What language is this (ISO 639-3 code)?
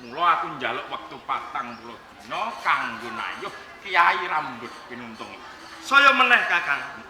jav